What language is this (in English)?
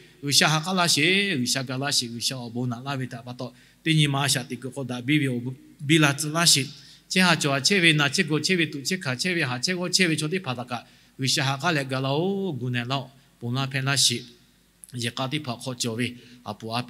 Lahu